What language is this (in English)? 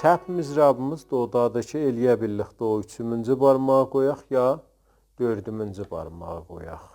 South Azerbaijani